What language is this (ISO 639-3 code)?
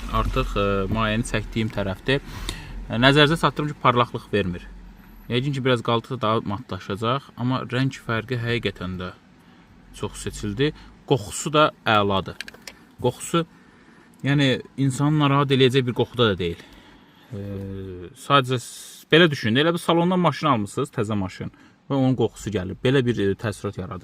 aze